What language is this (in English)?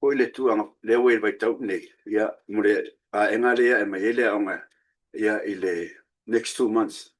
Samoan